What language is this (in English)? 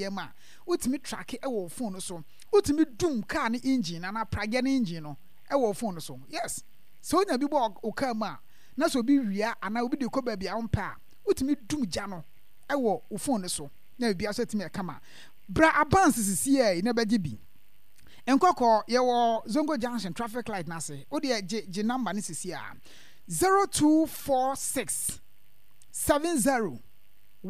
Akan